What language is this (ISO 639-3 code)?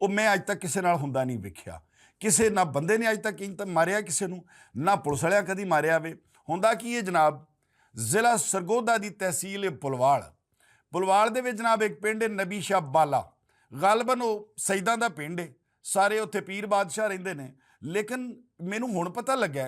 lah